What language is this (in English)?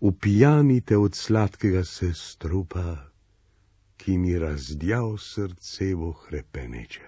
Slovenian